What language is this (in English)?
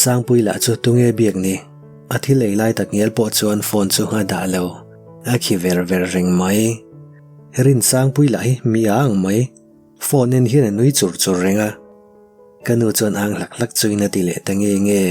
Mizo